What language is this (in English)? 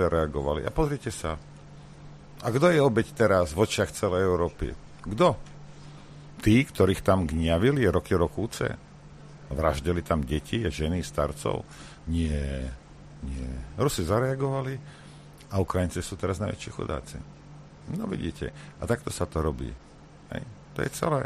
Slovak